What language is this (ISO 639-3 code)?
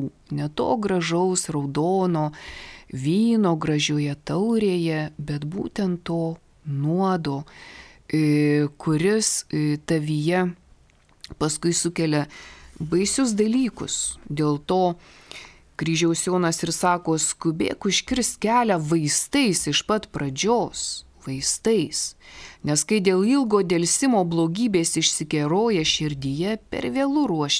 lit